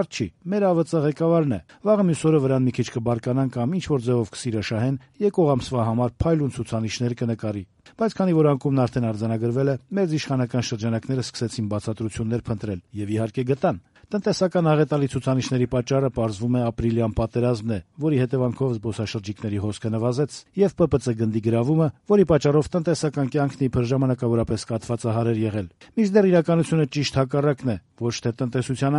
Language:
Armenian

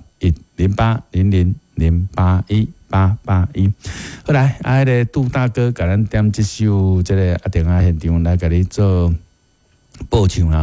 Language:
Min Nan Chinese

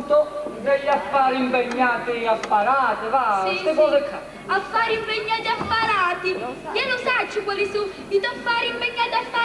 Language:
Sicilian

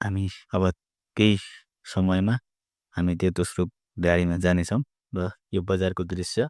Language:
Nepali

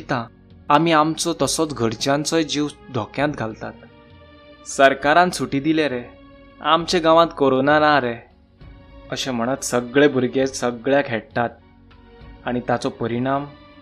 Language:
Konkani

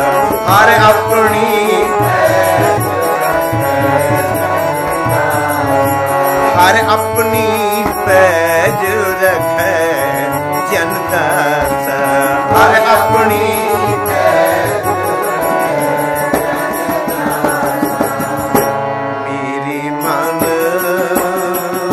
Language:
Punjabi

